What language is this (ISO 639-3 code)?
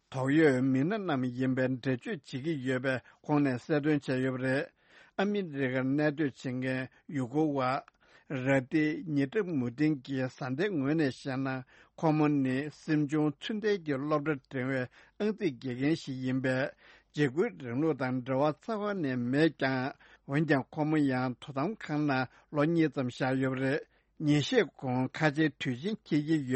bod